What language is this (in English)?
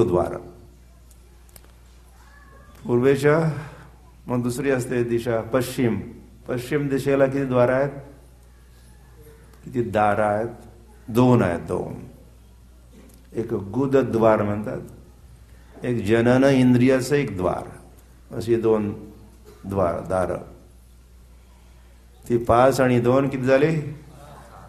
Marathi